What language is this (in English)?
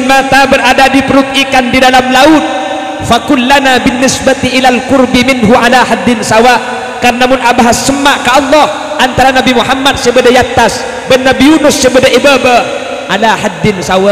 Madurese